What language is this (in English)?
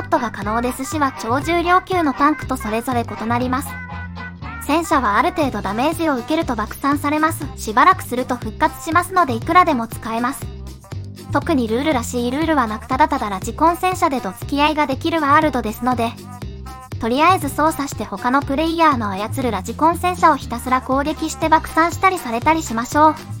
Japanese